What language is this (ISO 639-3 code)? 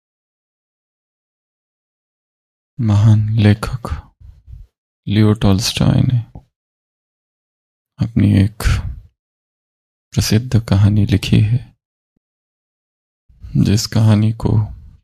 hin